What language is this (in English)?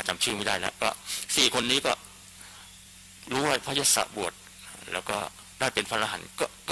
Thai